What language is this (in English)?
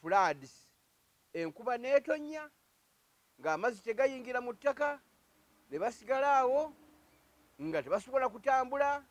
Ganda